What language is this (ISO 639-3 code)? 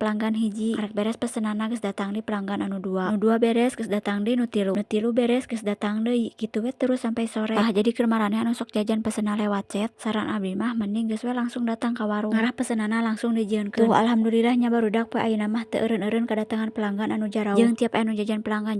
sun